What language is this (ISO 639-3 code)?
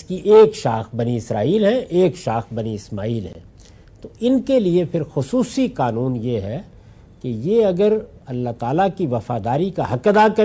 urd